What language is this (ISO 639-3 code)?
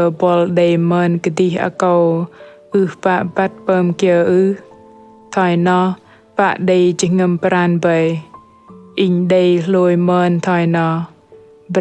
bdq